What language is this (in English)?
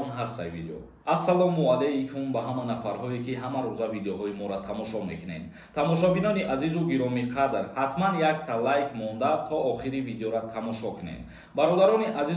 Tajik